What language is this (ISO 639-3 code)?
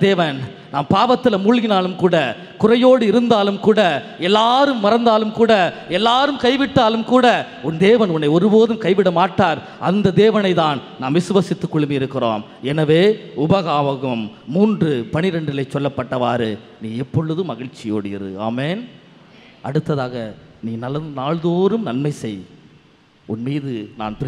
tam